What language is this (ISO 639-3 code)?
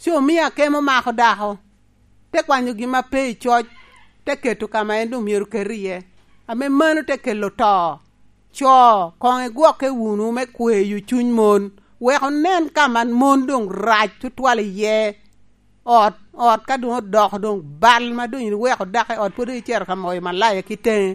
laj